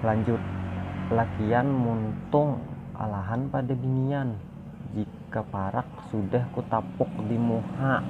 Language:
Banjar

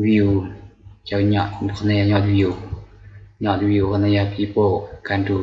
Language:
Hmong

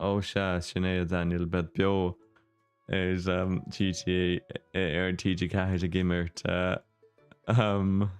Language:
Irish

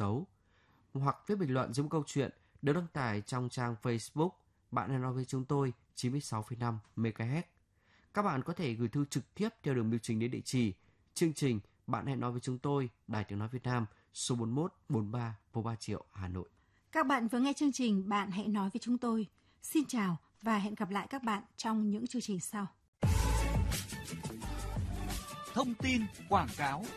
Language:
Vietnamese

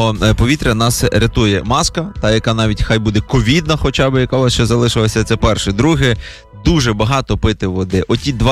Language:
Ukrainian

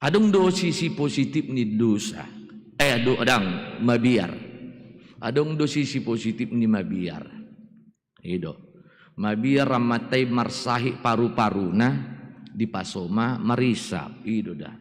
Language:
Batak Toba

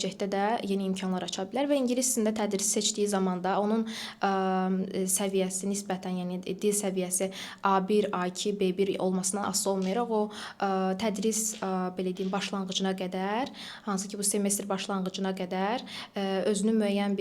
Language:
Azerbaijani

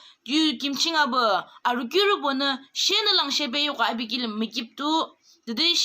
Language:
Yimchungru Naga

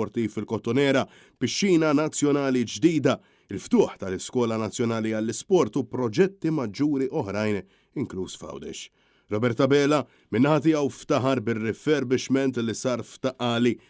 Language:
Maltese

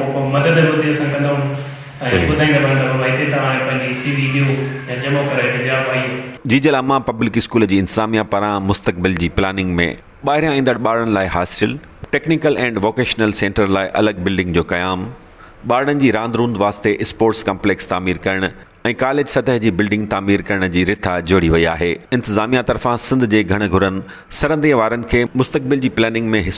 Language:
Sindhi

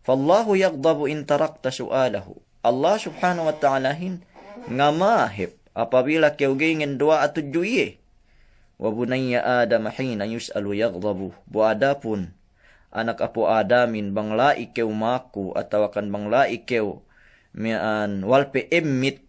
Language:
Yakan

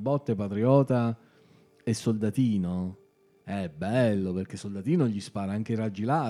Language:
Italian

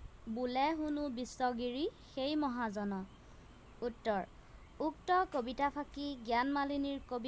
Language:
Assamese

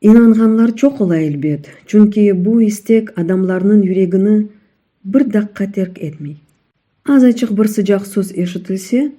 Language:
Crimean Tatar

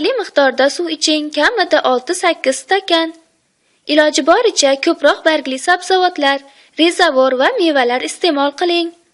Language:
Uzbek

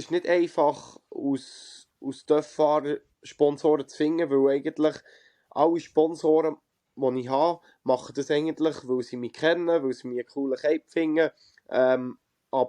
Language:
Swiss German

